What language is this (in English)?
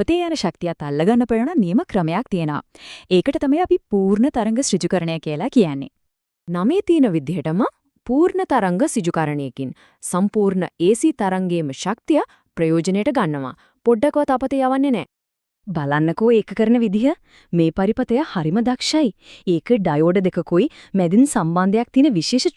Sinhala